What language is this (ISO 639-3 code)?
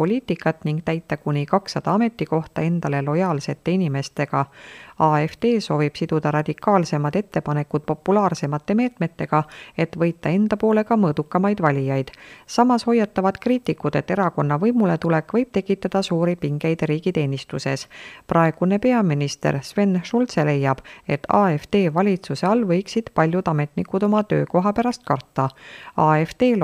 est